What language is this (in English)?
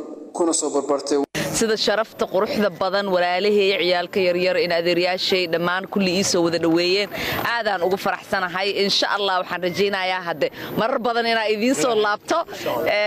Somali